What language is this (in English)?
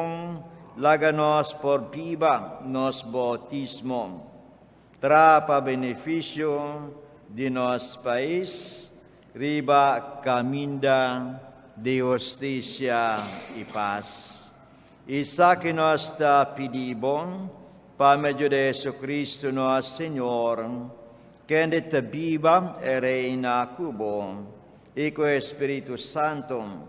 Papiamento